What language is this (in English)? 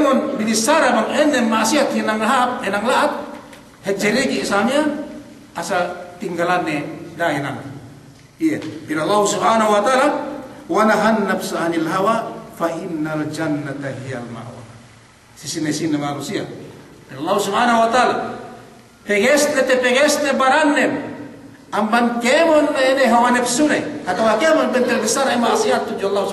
Yakan